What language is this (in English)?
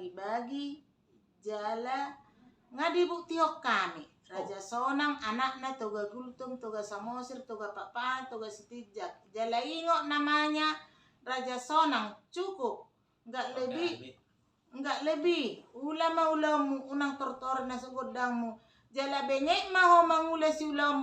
Batak Toba